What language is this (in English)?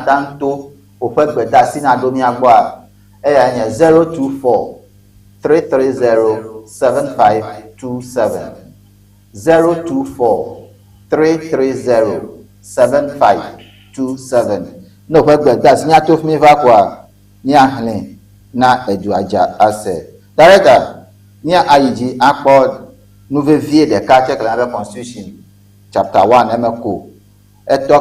Ewe